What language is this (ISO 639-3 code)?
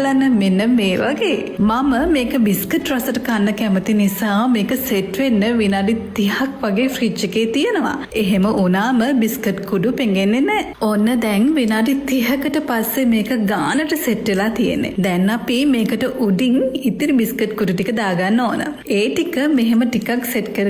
sin